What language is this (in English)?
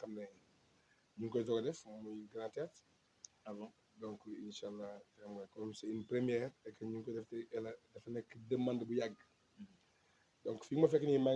Wolof